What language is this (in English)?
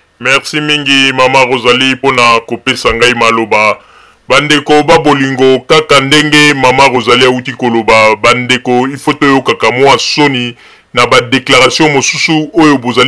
Lingala